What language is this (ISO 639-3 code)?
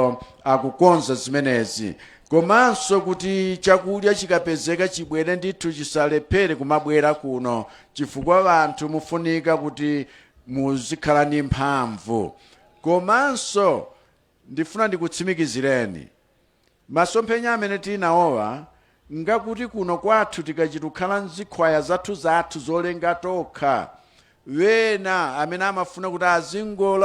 nya